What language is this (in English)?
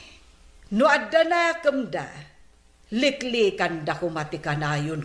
Iloko